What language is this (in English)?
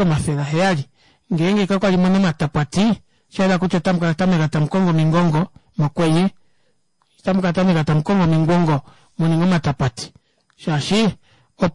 Kuanyama